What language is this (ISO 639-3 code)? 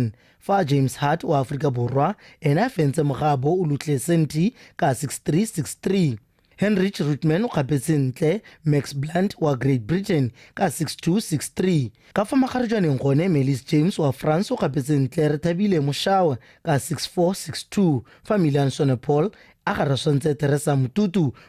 tsn